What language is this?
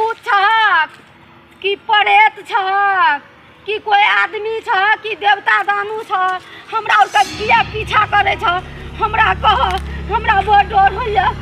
Maithili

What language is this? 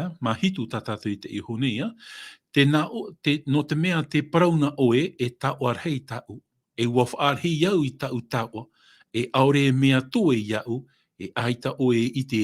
Tahitian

